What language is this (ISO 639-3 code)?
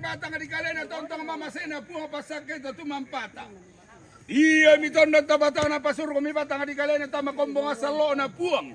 sda